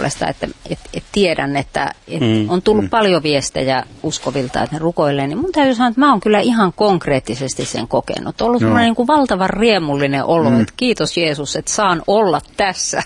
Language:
Finnish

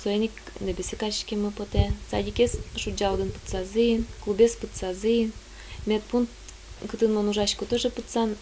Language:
Udmurt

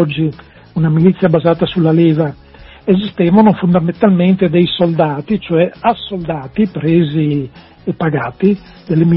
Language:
Italian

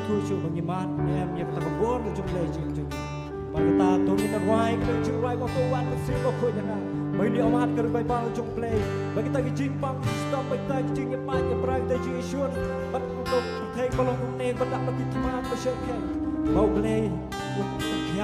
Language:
Khasi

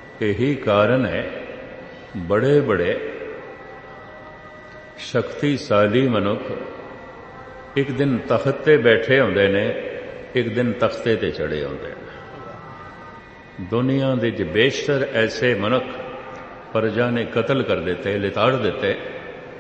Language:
Punjabi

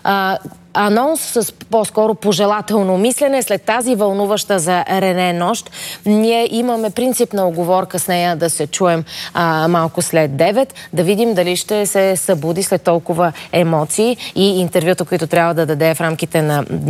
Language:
Bulgarian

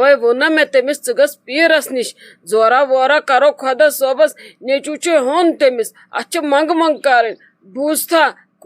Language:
Kashmiri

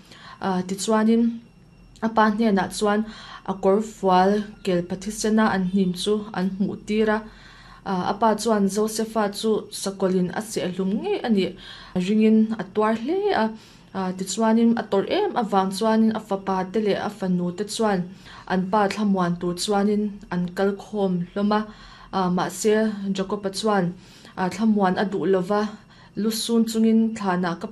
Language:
Mizo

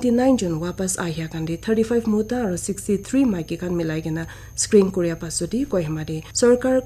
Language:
Naga Pidgin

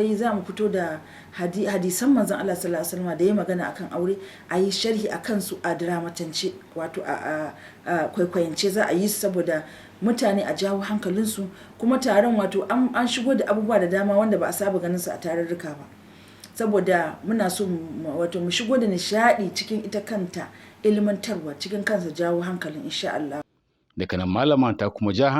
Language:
Hausa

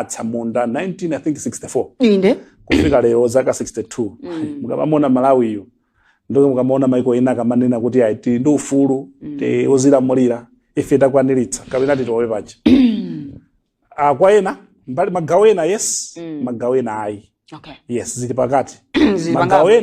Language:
Nyanja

